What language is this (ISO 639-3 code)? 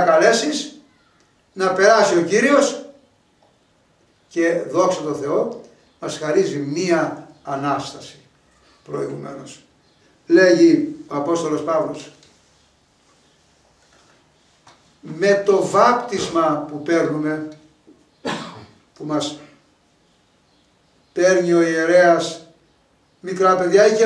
ell